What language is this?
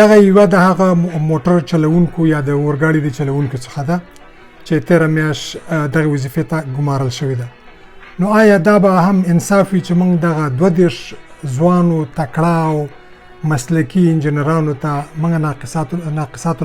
Pashto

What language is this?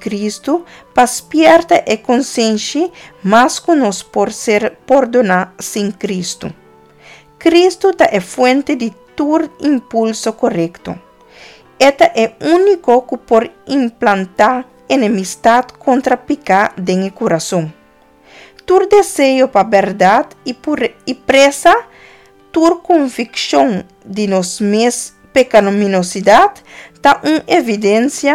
Papiamento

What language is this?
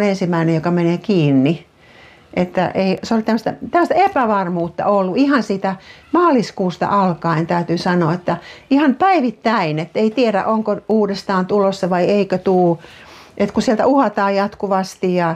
Finnish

